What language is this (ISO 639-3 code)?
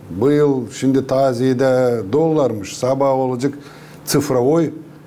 gag